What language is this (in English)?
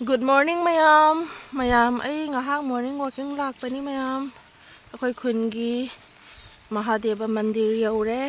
Manipuri